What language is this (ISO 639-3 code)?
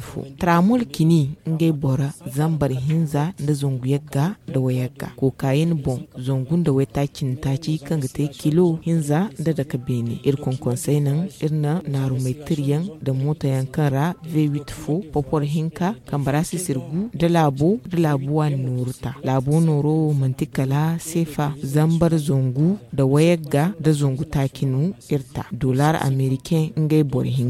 dje